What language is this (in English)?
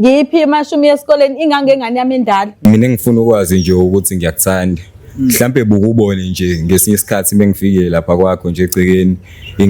Zulu